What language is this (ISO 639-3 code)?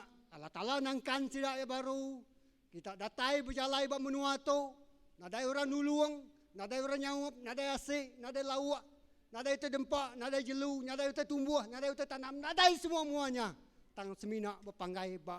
iba